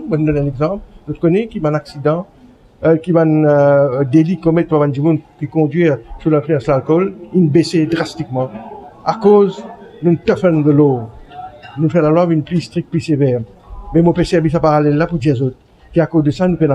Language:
Morisyen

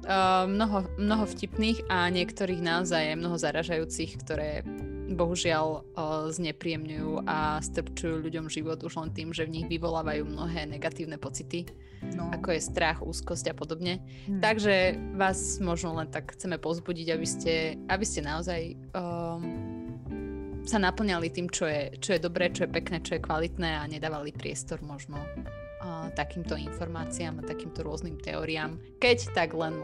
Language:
Slovak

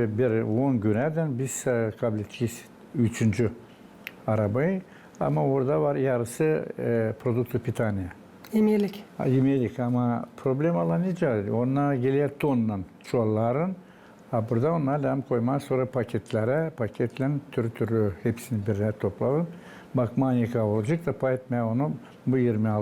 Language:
Gagauz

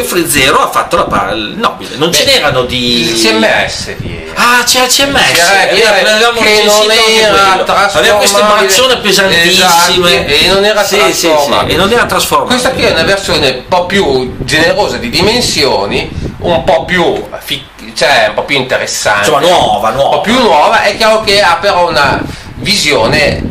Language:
Italian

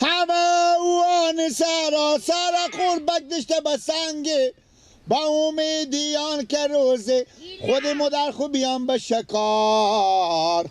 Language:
Persian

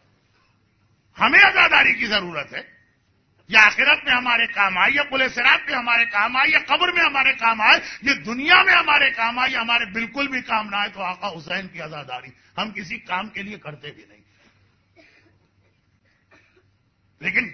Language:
Urdu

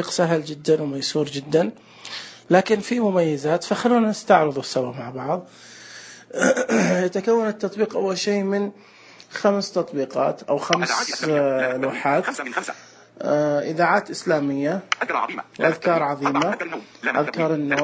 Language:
Najdi Arabic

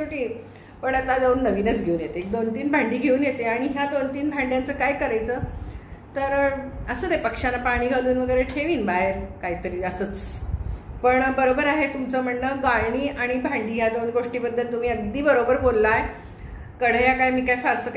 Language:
Marathi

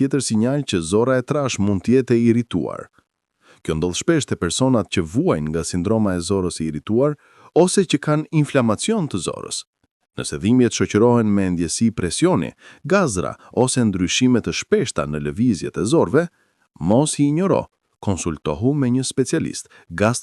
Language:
Albanian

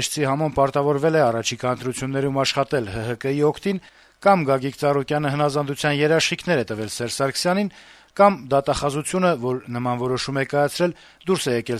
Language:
Armenian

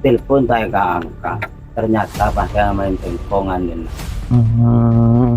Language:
Madurese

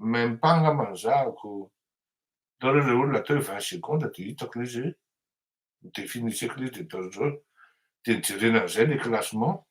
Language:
Malagasy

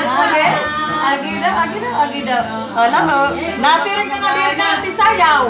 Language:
Waray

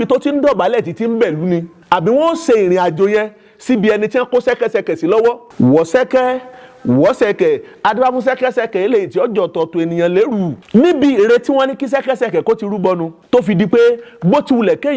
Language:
Yoruba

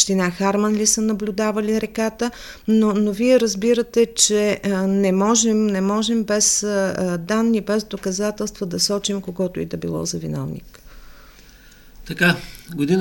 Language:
Bulgarian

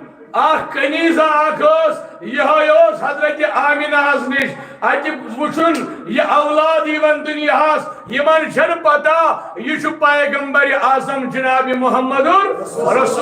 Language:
Kashmiri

